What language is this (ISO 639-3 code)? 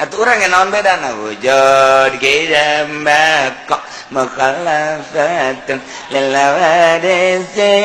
sun